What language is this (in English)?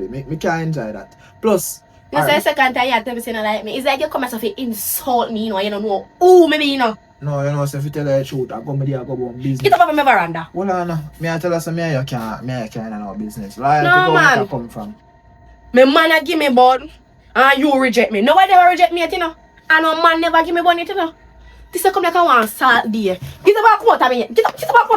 Jamaican Creole English